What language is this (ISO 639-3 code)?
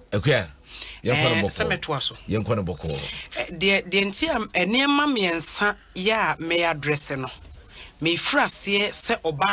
aka